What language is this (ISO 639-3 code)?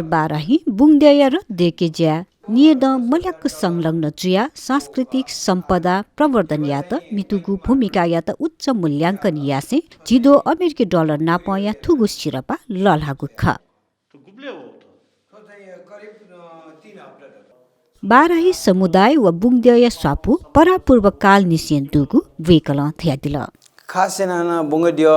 new